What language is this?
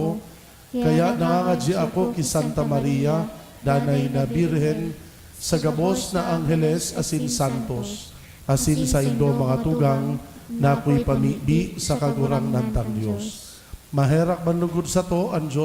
Bikol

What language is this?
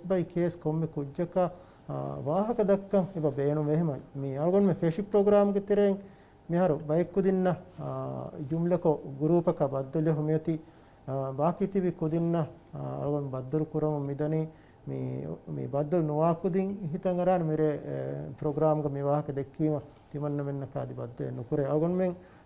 Divehi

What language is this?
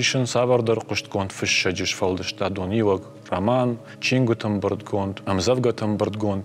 Ossetic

